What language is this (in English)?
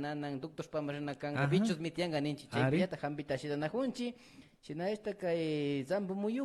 Imbabura Highland Quichua